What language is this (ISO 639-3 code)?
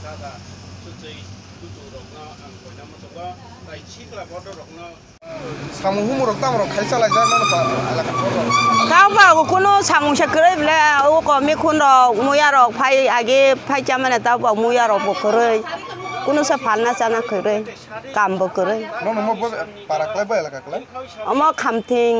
trp